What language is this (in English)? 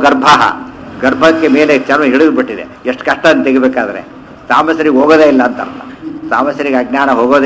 Kannada